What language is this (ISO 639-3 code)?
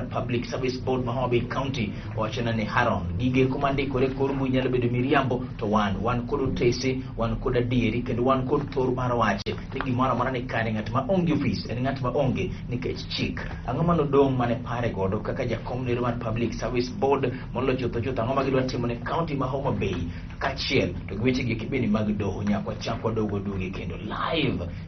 luo